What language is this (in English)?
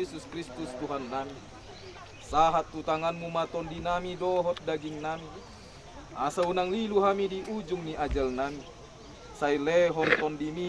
Batak Toba